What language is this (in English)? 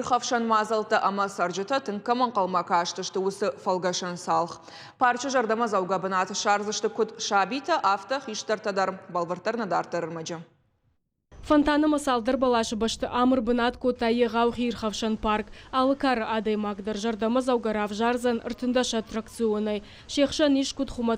Ossetic